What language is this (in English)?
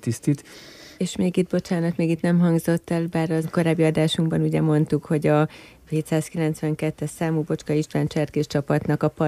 Hungarian